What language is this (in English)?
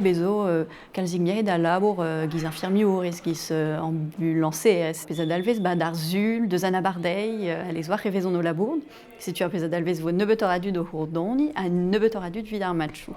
Breton